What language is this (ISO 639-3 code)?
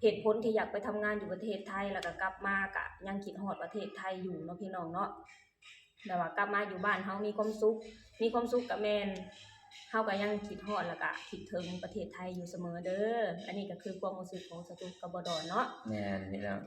lao